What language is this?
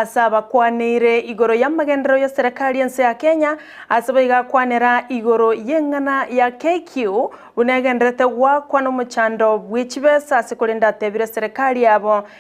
Gusii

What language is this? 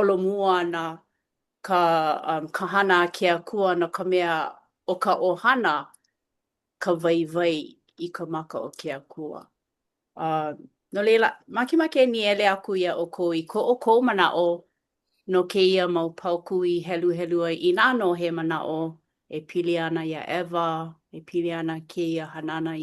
Hawaiian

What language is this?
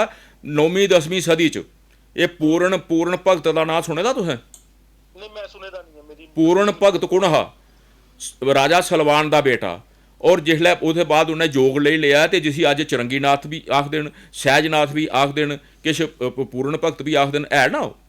Dogri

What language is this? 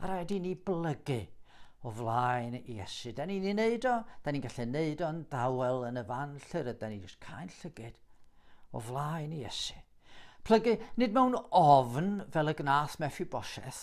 Welsh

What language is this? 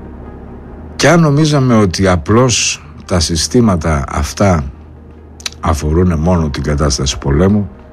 Greek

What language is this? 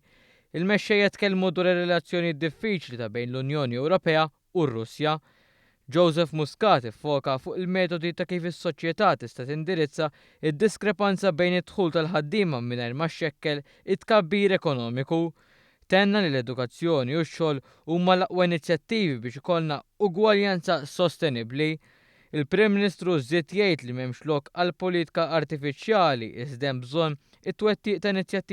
Maltese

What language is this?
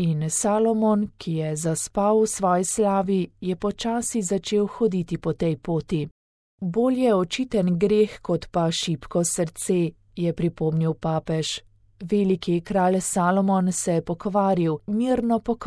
Slovenian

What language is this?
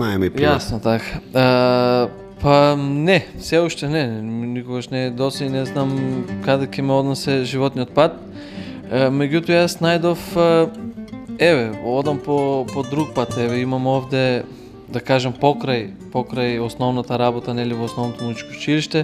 Macedonian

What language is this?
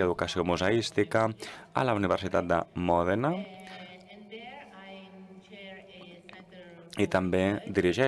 Catalan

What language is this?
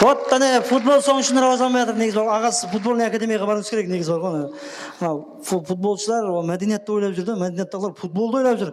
Kara-Kalpak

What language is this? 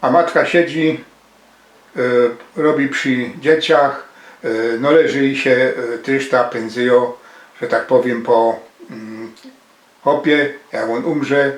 Silesian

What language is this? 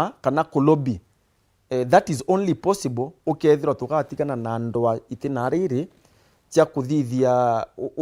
Meru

